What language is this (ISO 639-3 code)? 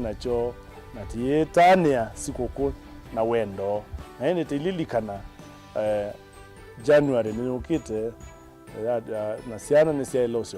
kam